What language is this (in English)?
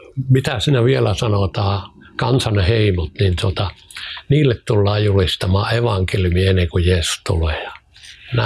Finnish